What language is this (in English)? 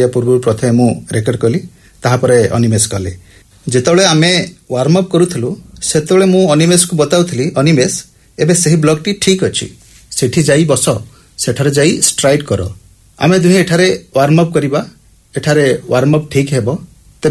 Odia